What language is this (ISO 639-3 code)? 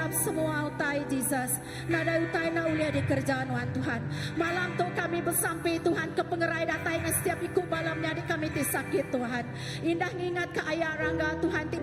iba